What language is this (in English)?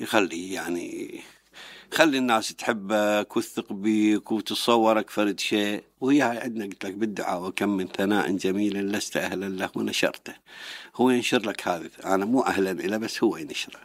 Mesopotamian Arabic